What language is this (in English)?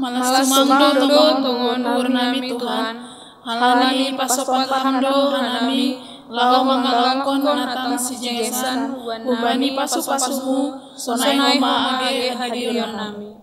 Batak Simalungun